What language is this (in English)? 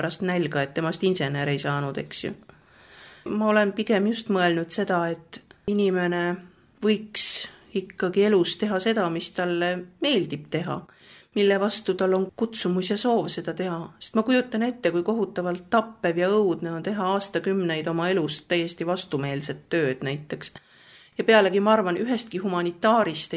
Estonian